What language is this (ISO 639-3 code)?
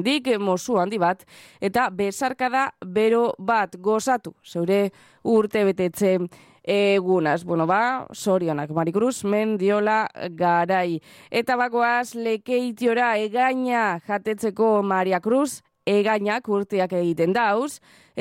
eus